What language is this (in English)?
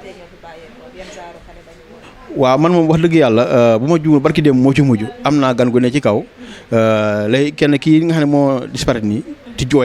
Wolof